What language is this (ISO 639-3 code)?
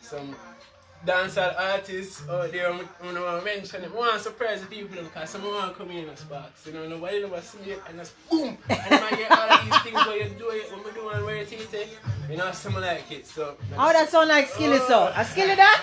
jam